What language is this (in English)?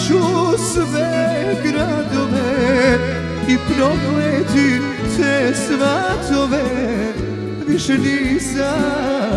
Croatian